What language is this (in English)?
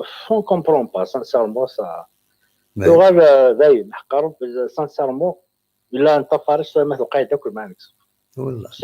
Kabyle